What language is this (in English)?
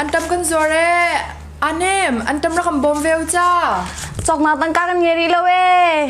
Hakha Chin